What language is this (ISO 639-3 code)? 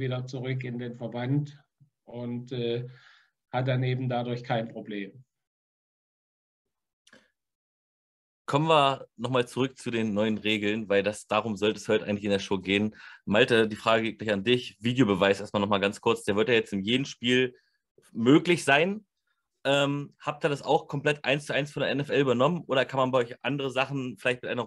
deu